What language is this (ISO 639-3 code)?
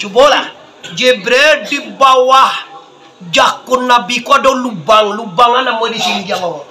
min